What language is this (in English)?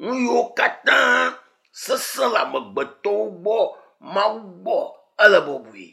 Ewe